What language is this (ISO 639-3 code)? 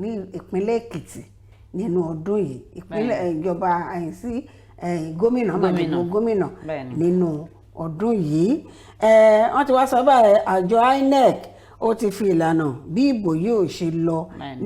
yor